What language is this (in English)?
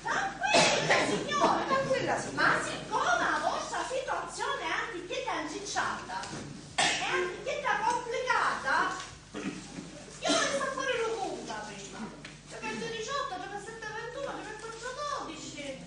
Sicilian